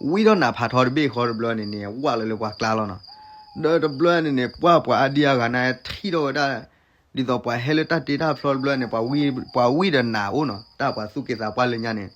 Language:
S'gaw Karen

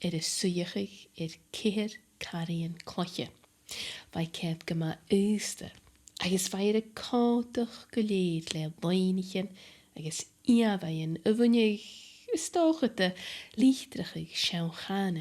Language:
Scottish Gaelic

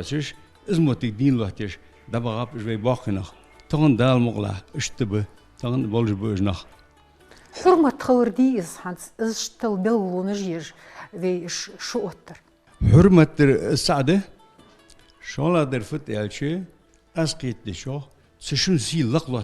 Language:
Ingush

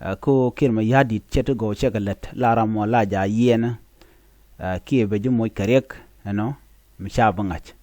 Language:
Nuer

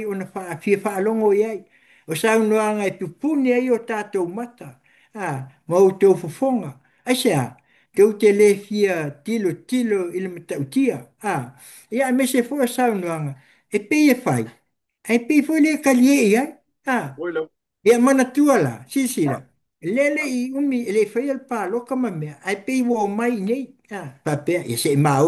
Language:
Samoan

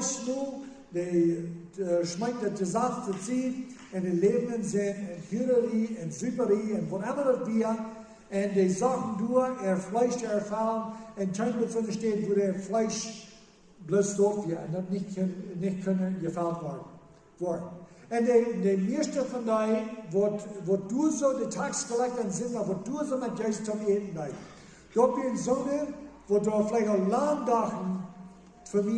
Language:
Plautdietsch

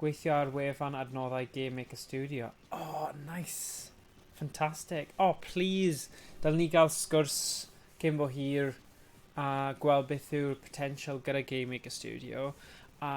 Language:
Welsh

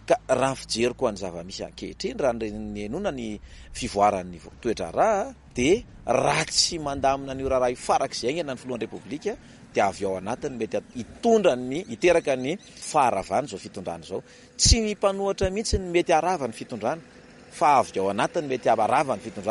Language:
Malagasy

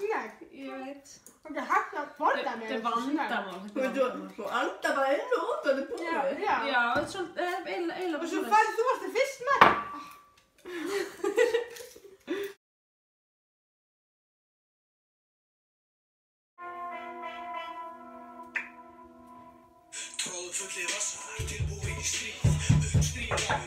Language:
Icelandic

